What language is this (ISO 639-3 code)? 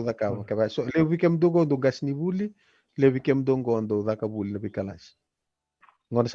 fij